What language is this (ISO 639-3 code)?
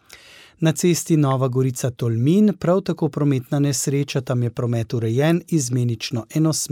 slv